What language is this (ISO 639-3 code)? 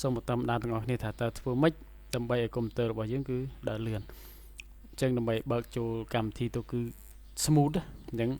khm